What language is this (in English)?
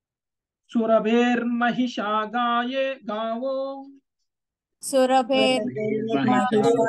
Telugu